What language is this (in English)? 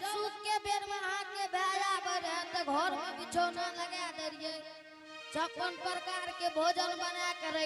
Angika